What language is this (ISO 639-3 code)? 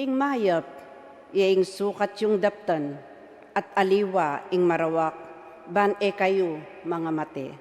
pam